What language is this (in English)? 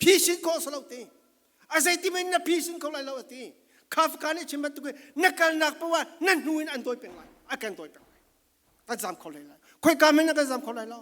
Falam Chin